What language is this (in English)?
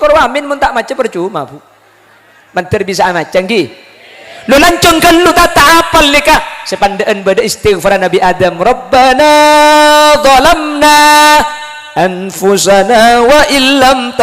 Madurese